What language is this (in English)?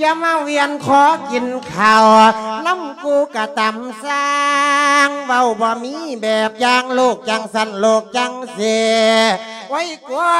Lao